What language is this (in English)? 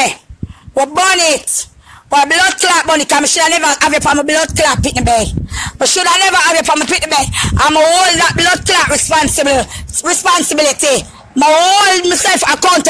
Jamaican Creole English